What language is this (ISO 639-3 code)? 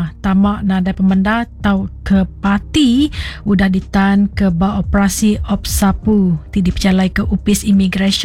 iba